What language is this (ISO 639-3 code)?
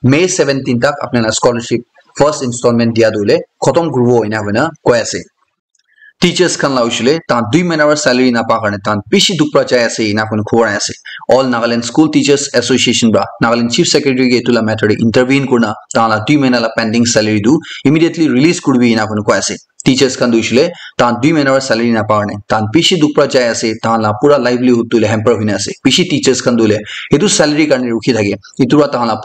nag